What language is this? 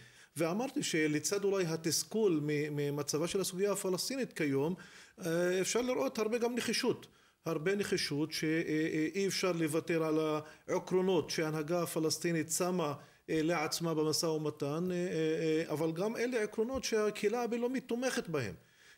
Hebrew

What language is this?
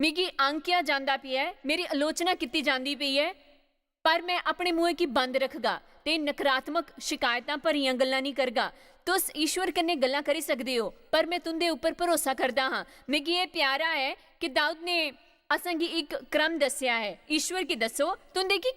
Dogri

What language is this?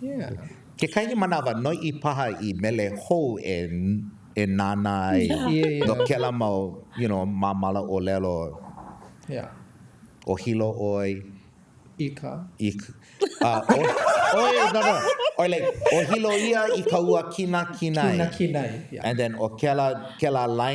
Hawaiian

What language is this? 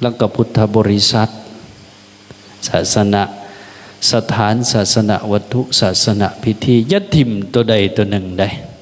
Lao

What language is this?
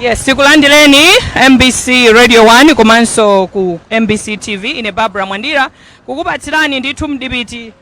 Nyanja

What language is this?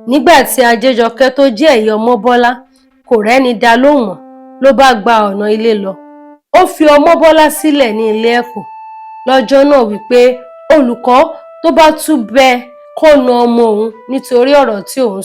Yoruba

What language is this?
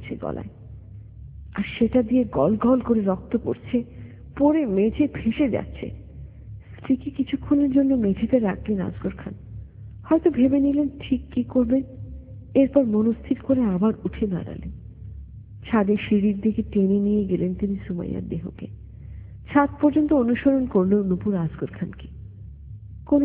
Bangla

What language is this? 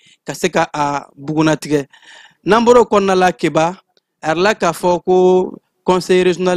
Bambara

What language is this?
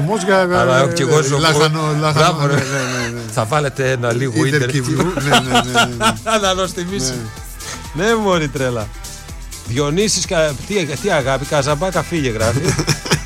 Greek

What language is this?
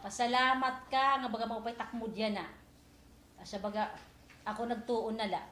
Waray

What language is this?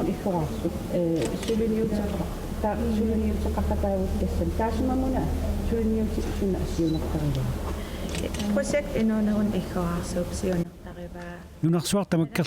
Kalaallisut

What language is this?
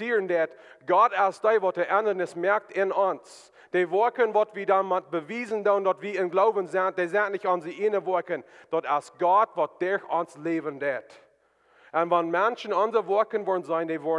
Plautdietsch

